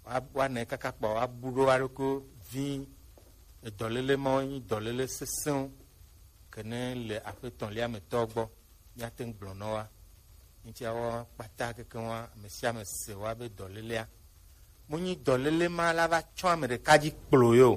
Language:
Gen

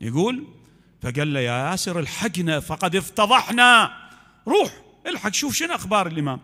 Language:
Mesopotamian Arabic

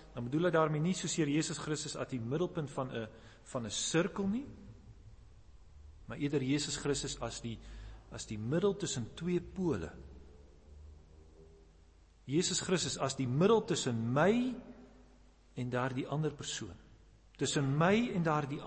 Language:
Afrikaans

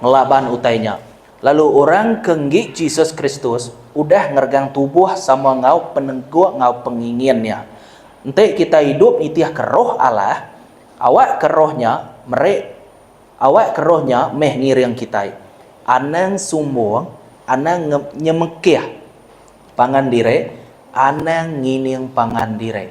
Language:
Iban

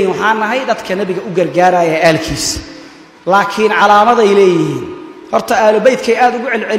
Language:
Somali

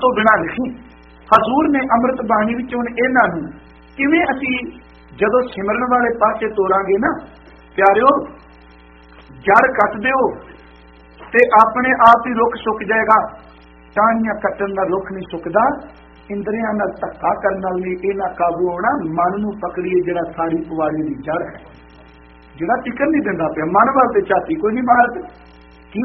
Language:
Punjabi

